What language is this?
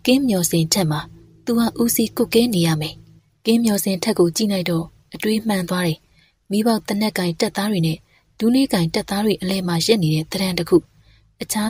Burmese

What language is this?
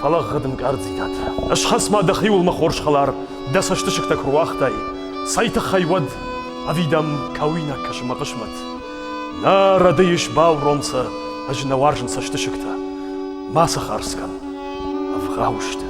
Ossetic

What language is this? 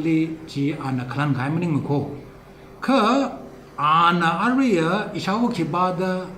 Tangkhul Naga (India)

